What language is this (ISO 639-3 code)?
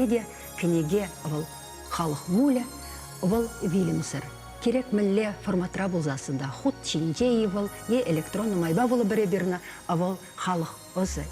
chv